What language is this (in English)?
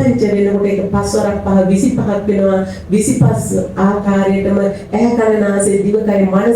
Sinhala